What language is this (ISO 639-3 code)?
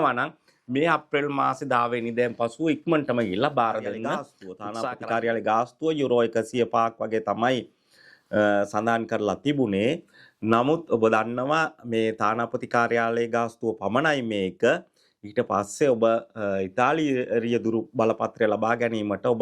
sin